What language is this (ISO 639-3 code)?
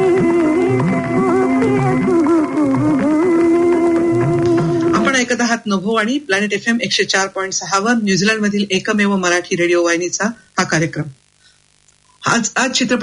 mar